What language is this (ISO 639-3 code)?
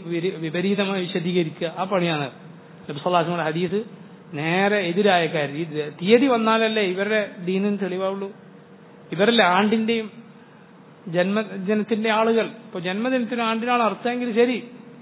mal